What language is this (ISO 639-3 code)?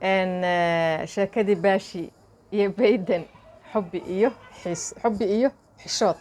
som